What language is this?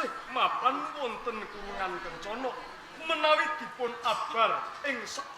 Javanese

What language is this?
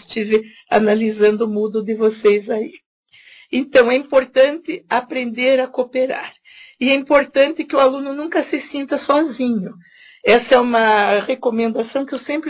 Portuguese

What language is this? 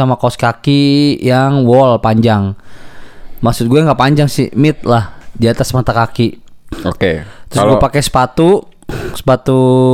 Indonesian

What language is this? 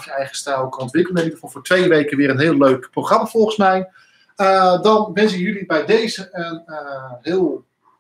Dutch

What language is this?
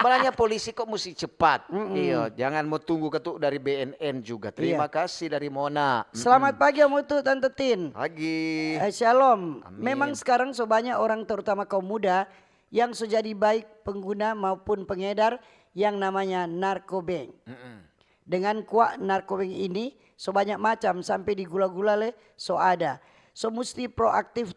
Manado Malay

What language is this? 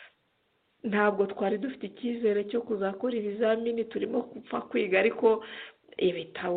Kinyarwanda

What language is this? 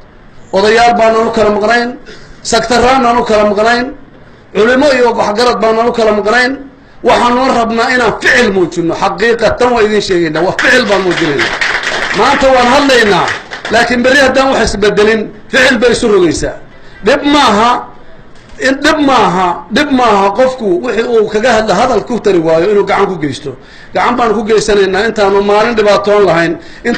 Somali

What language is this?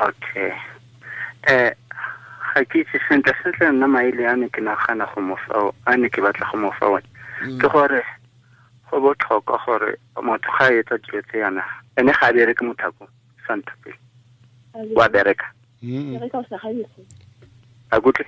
Tswana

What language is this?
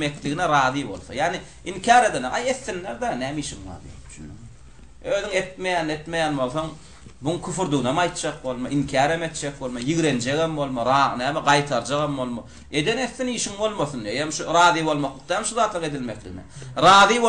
Turkmen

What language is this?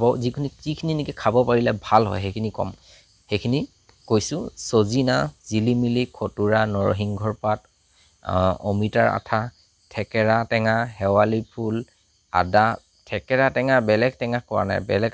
Assamese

